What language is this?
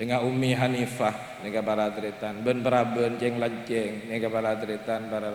Madurese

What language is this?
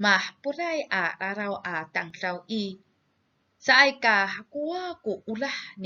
Amis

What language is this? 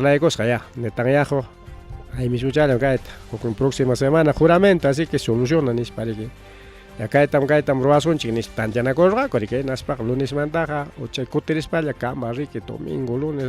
Ayacucho Quechua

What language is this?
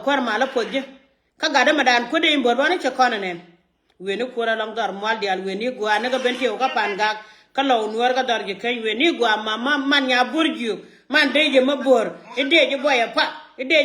Nuer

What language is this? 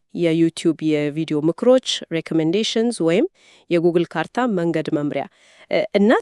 Amharic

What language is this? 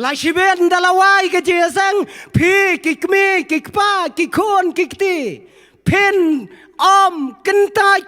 Khasi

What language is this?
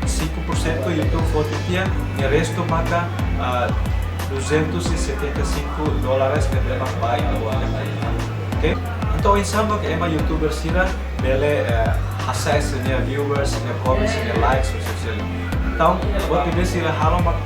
Tetum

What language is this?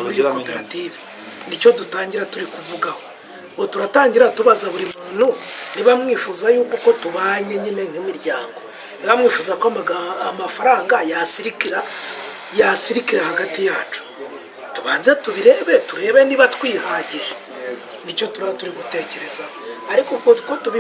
Kinyarwanda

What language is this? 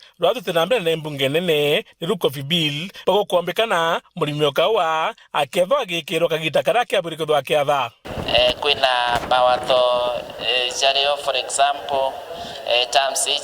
Meru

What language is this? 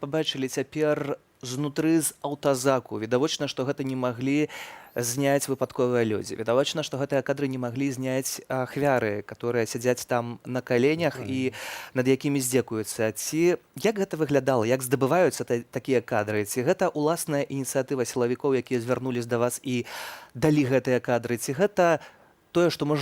Belarusian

